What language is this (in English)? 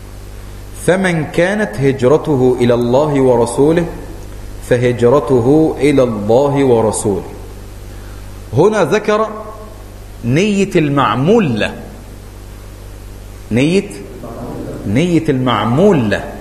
Arabic